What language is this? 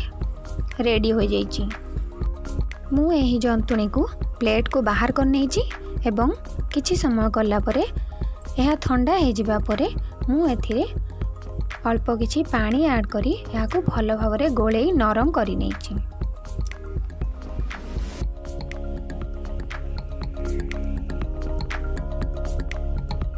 Odia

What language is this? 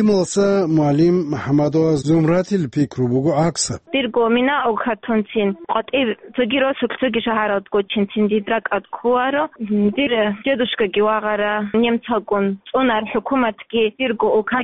Avaric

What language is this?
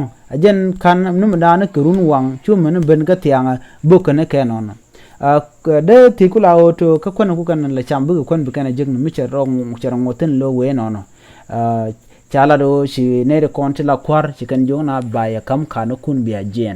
Nuer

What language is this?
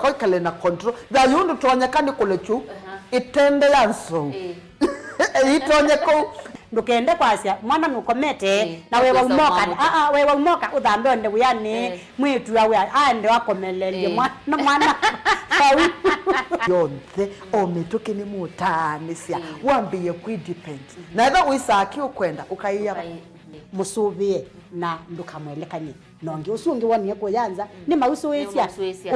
Kamba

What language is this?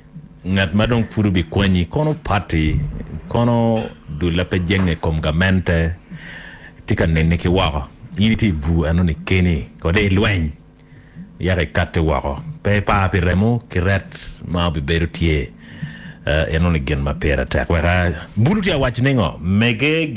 Acoli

